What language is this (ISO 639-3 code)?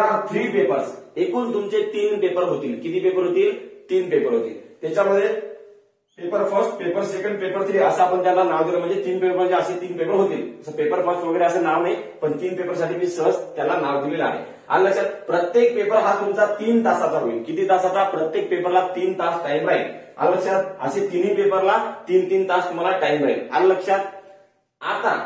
mar